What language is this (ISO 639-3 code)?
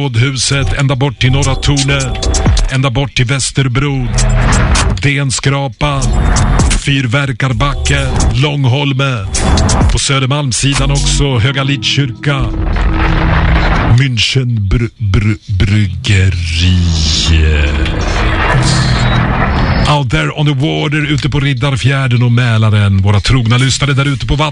swe